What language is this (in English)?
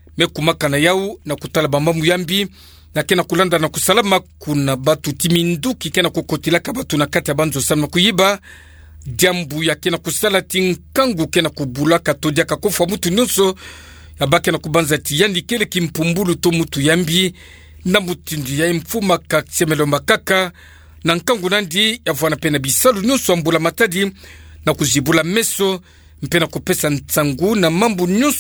Kituba (Democratic Republic of Congo)